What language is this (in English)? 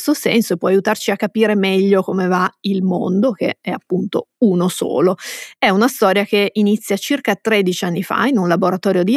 Italian